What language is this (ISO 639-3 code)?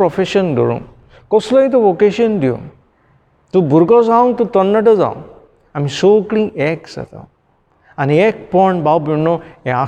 kok